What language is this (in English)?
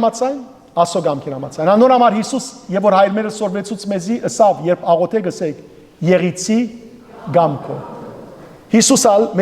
Western Armenian